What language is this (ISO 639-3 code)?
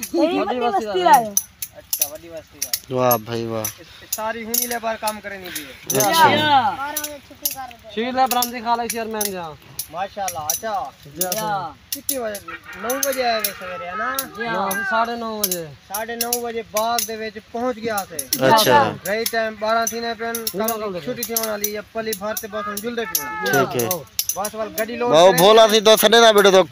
skr